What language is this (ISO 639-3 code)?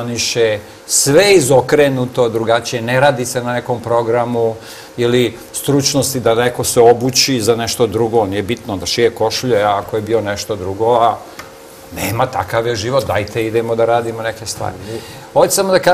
srp